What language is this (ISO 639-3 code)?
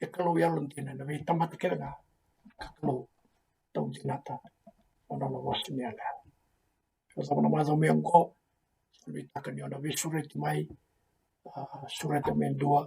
fij